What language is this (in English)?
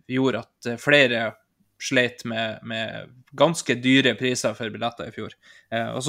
Norwegian